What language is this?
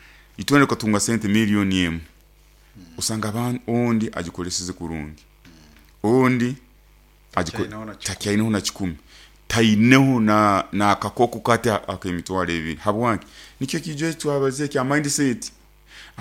Nyoro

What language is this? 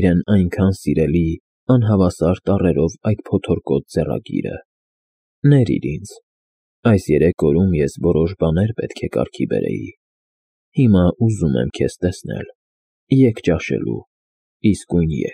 Armenian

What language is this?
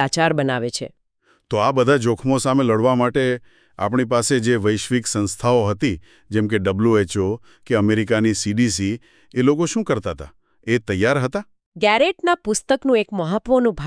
Gujarati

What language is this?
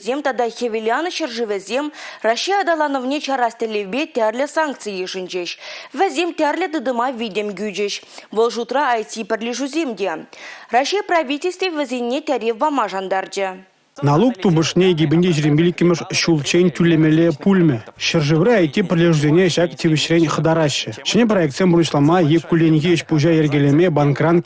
Chuvash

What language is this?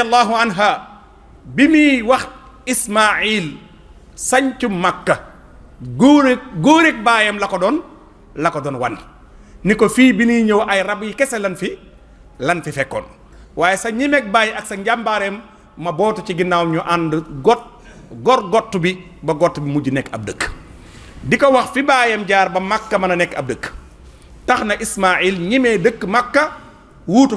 Wolof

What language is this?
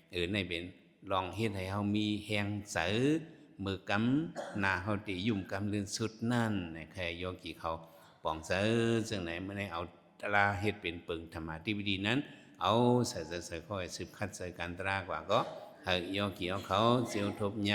Shan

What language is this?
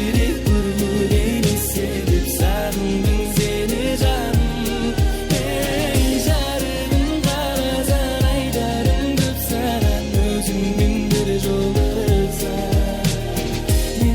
Kara-Kalpak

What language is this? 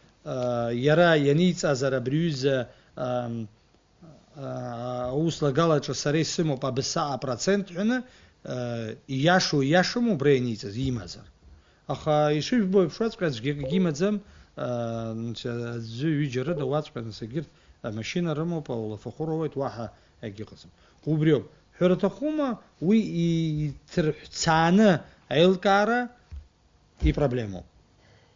Abkhazian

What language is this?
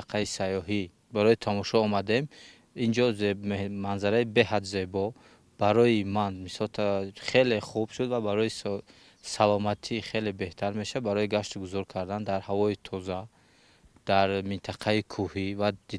Tajik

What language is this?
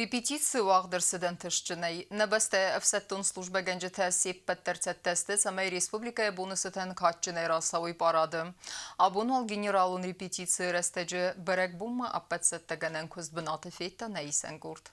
Ossetic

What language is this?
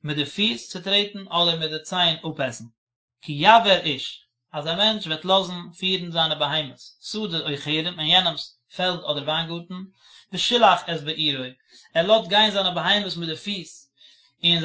Yiddish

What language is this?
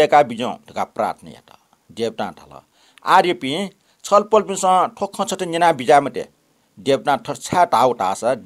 Newari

